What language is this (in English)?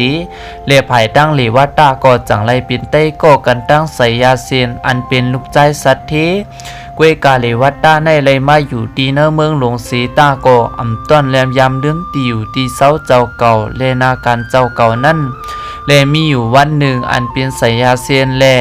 Shan